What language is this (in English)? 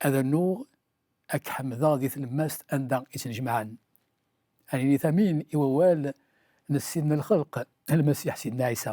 Kabyle